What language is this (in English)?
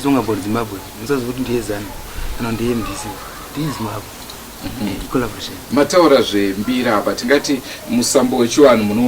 Shona